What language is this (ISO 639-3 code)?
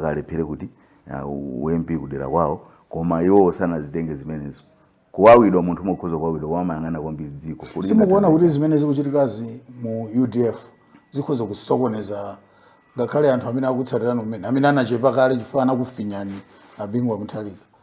nya